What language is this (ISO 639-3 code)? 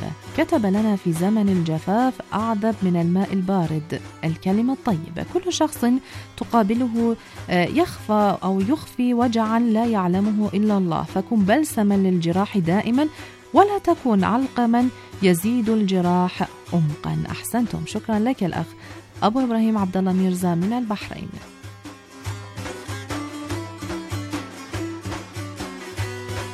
ara